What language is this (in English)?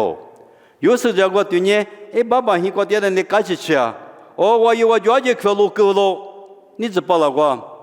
Lisu